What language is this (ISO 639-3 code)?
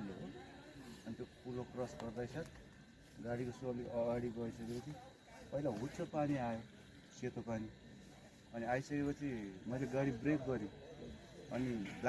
nep